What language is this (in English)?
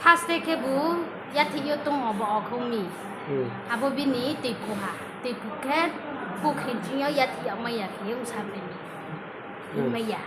Riang (India)